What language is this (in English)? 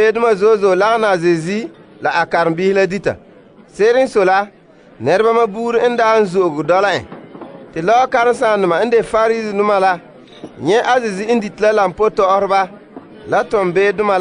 Frafra